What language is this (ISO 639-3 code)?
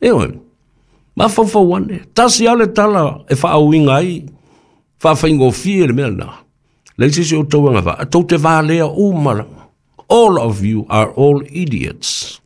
smo